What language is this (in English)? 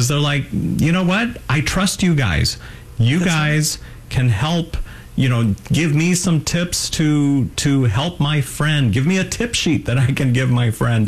English